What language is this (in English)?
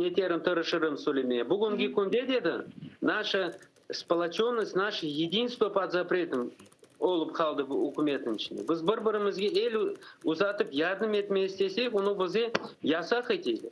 Crimean Tatar